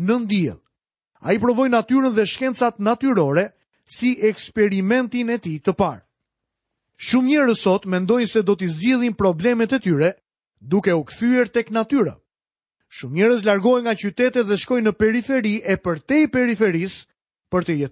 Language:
Albanian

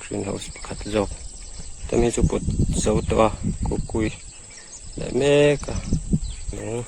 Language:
Mizo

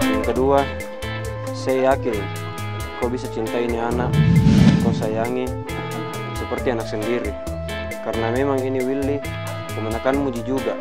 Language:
Makassar Malay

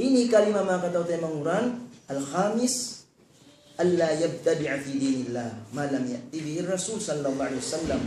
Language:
Tausug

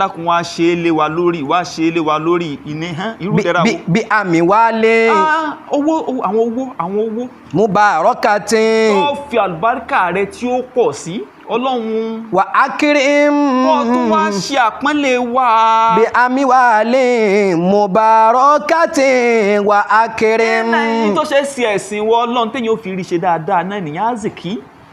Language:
Yoruba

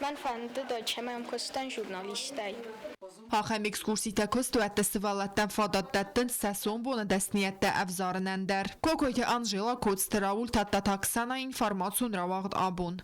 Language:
Ossetic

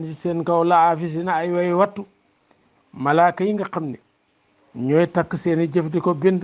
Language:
Wolof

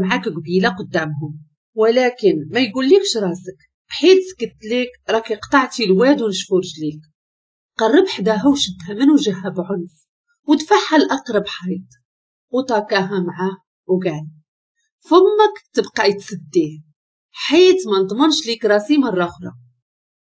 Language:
Moroccan Arabic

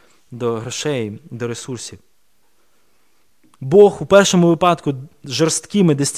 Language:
Ukrainian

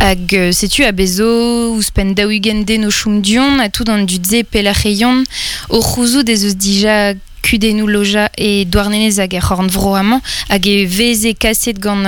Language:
Breton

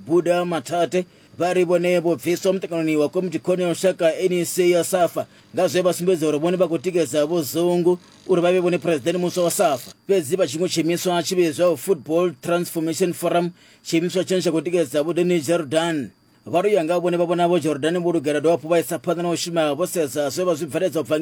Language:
Venda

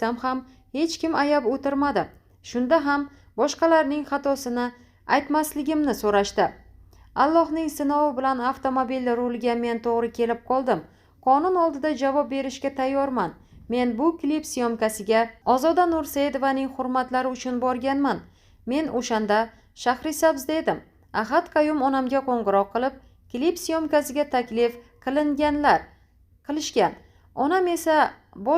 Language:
Uzbek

